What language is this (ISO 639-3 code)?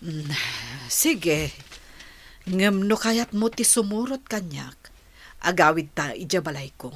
ilo